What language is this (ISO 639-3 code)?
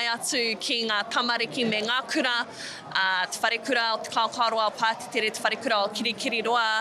mri